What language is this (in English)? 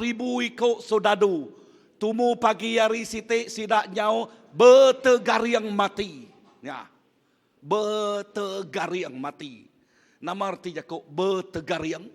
Iban